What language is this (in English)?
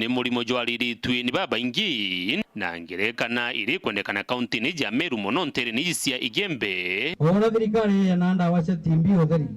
Meru